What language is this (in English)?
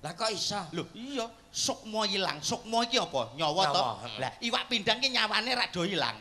Javanese